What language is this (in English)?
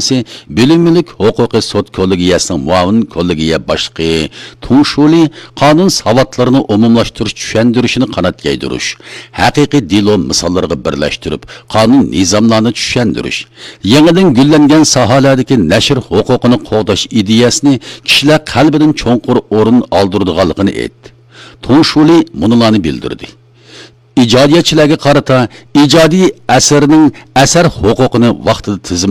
Uyghur